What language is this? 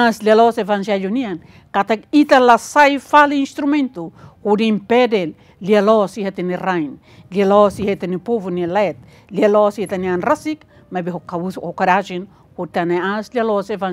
Tetum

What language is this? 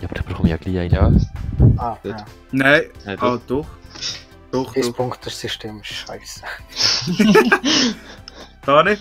Swiss German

